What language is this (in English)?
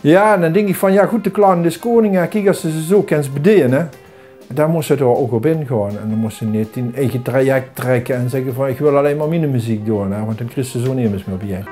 Limburgish